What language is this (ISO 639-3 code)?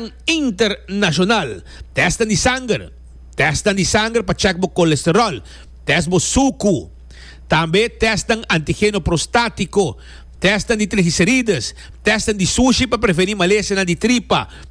pap